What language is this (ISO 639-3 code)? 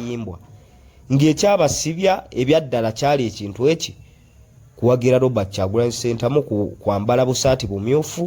lug